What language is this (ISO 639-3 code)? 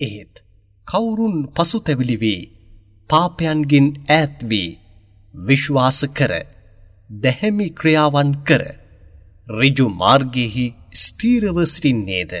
sin